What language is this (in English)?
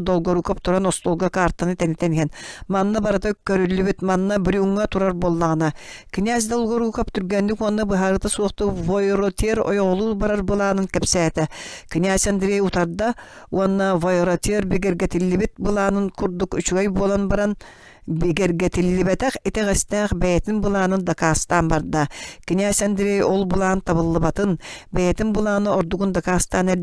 Yakut